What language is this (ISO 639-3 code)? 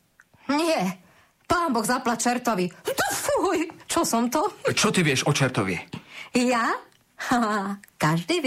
slk